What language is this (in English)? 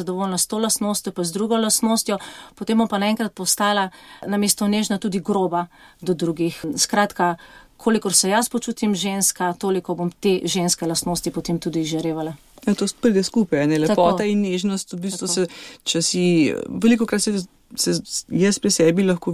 Slovenian